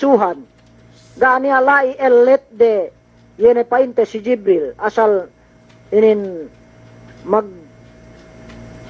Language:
Yakan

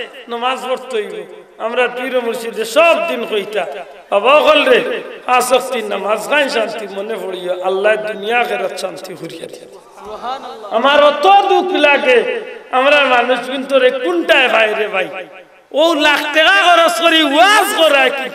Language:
Sylheti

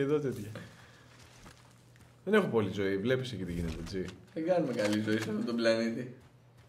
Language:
Greek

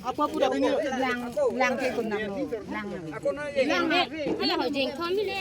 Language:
Karbi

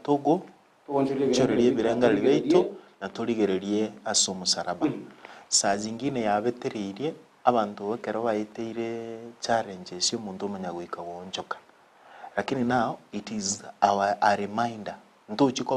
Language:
Gusii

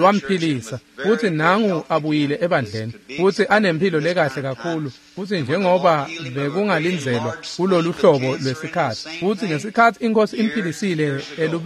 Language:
Swati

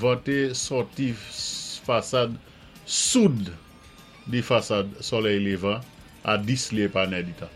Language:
Saint Lucian Creole French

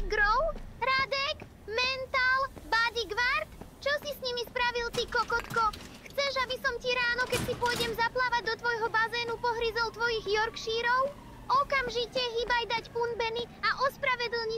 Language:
Slovak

